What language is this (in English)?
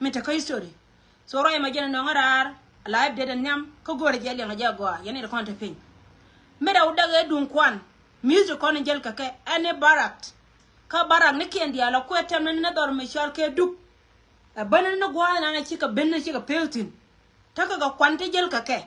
Nuer